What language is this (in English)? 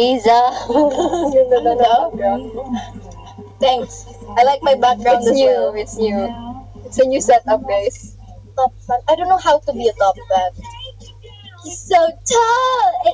Filipino